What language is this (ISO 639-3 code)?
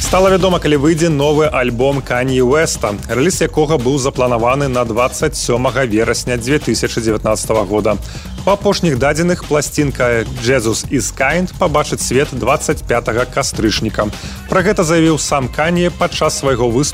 bel